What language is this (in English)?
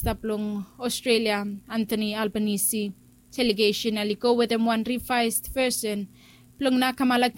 Bislama